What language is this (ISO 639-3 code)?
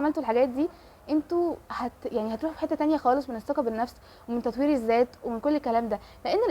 arz